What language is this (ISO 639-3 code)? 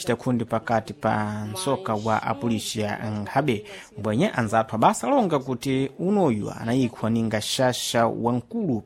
seh